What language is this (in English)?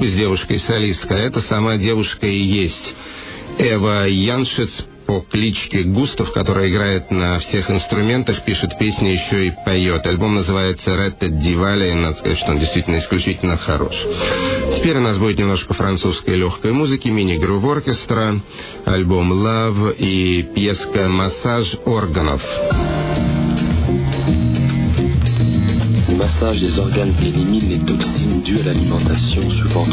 Russian